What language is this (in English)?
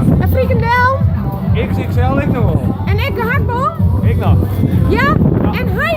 Western Frisian